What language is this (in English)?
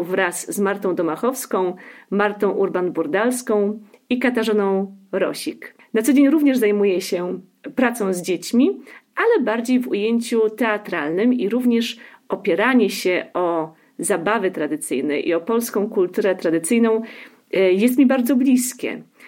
Polish